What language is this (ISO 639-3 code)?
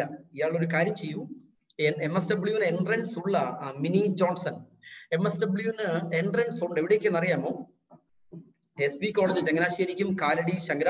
mal